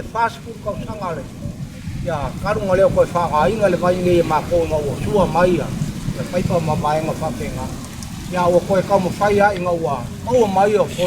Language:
Samoan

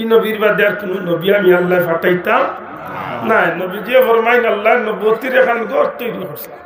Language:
Sylheti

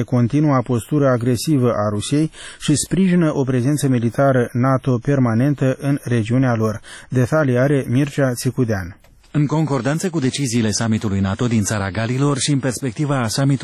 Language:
Romanian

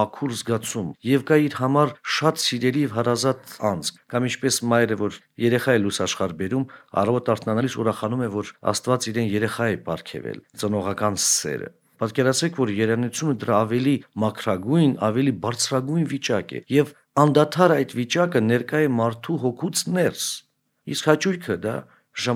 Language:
Armenian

